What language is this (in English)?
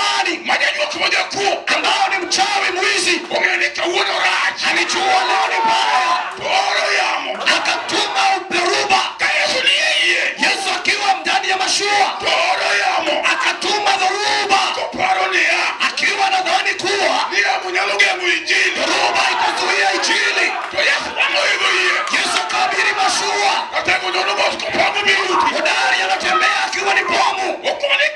Luo (Kenya and Tanzania)